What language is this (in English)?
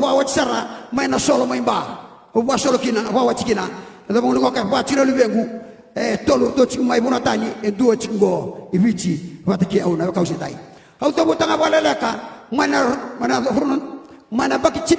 Fijian